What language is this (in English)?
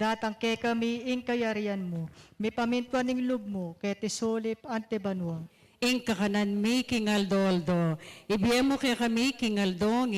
Pampanga